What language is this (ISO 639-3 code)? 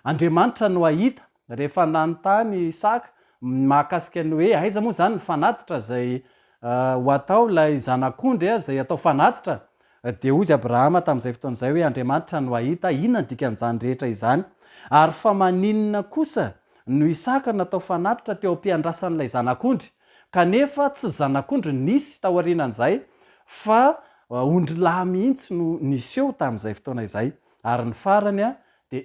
mlg